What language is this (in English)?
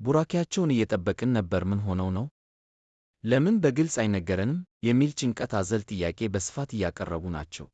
Amharic